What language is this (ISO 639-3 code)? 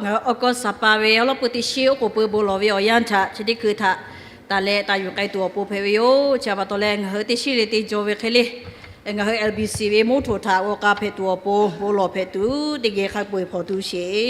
lhu